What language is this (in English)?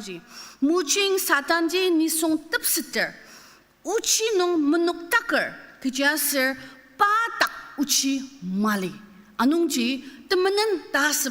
Ao Naga